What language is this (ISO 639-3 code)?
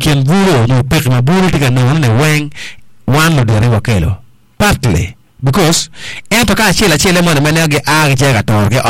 ach